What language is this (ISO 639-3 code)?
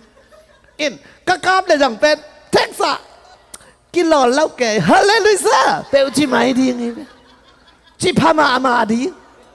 ctd